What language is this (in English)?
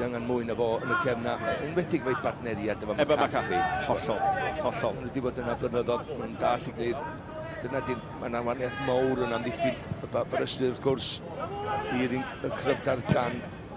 Welsh